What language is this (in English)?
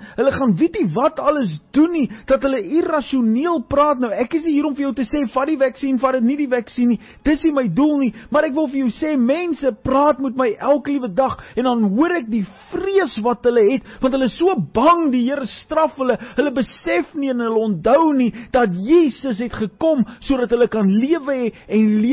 Afrikaans